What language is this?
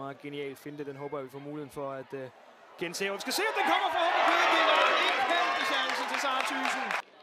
Danish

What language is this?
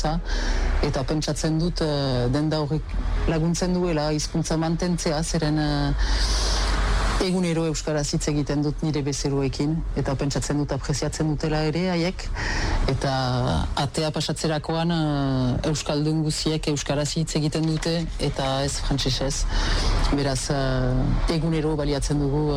Basque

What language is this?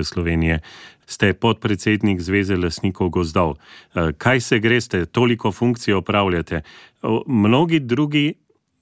Slovenian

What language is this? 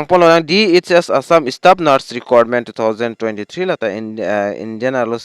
Karbi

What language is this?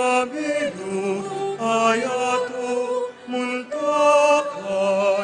Pampanga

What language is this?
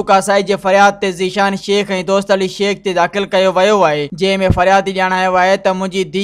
Sindhi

